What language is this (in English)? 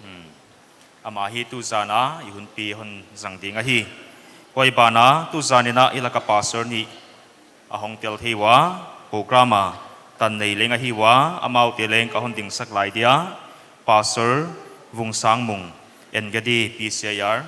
Paite Chin